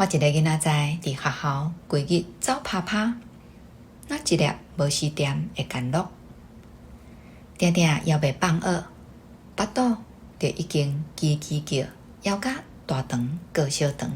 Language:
Min Nan Chinese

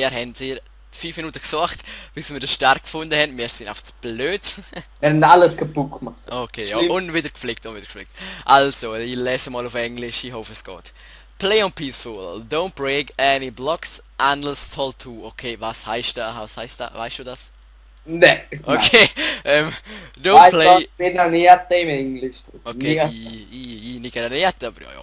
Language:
Swiss German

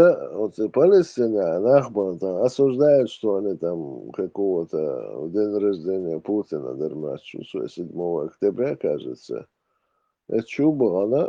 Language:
Chechen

